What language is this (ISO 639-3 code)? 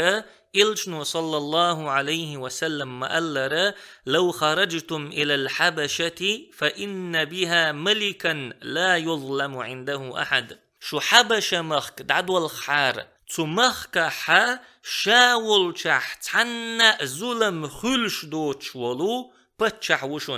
che